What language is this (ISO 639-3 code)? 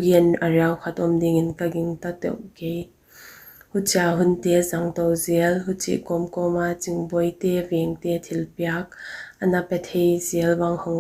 pck